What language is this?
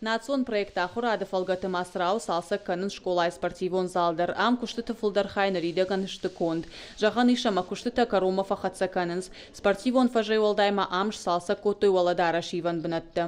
Ossetic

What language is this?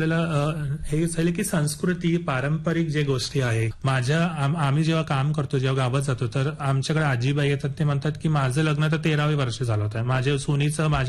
Marathi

